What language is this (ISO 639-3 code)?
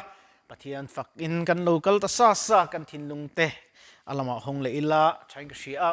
lus